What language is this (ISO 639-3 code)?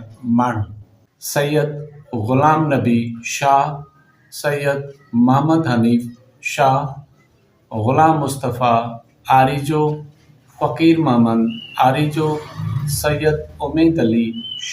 snd